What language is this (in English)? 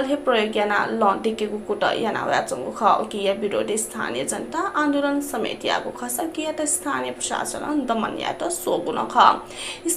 Newari